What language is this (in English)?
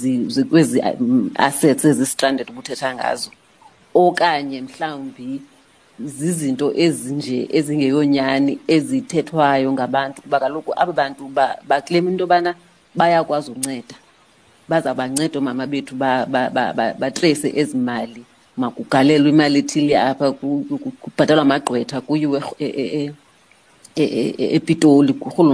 Xhosa